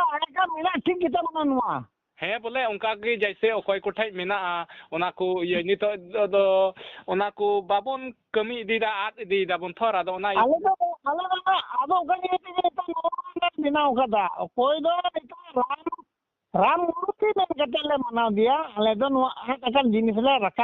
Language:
Santali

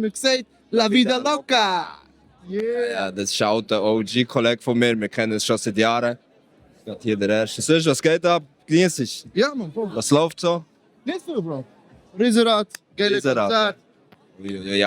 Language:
Swiss German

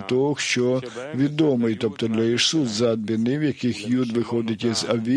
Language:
Ukrainian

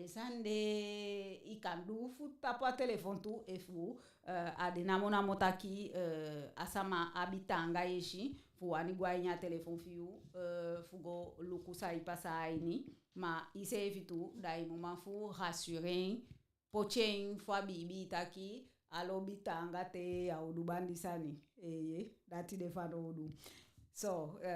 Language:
Eastern Maroon Creole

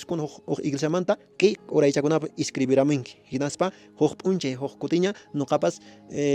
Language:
Quechua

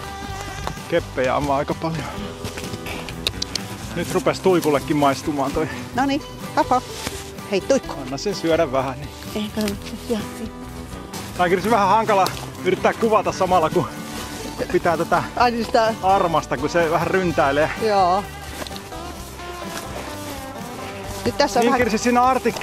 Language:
Finnish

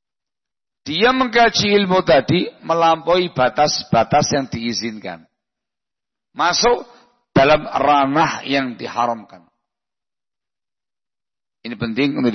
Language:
Indonesian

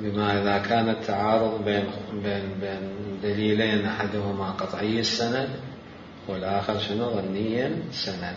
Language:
Mesopotamian Arabic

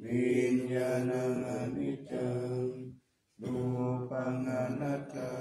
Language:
Pali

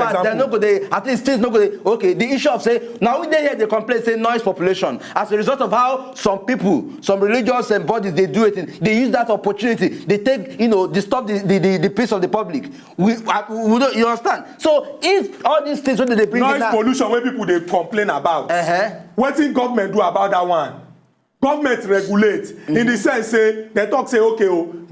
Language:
Nigerian Pidgin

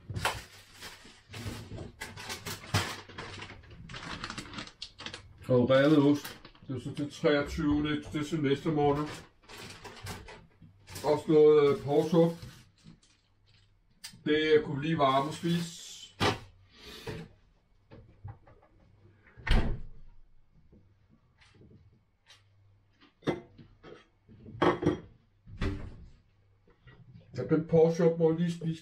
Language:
Danish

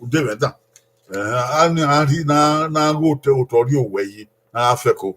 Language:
Bini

